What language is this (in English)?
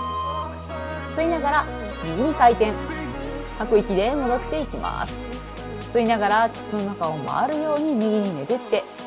Japanese